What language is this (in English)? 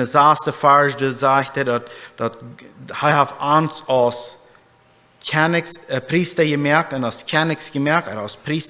Plautdietsch